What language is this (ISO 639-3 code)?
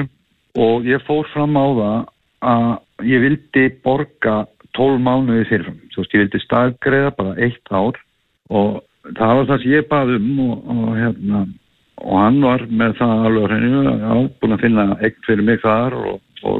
isl